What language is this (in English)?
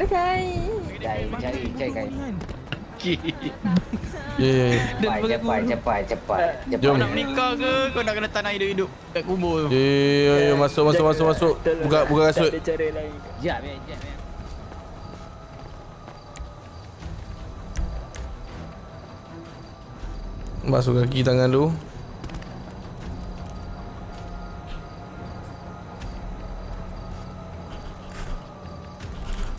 Malay